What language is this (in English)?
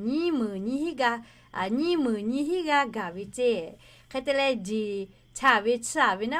Lahu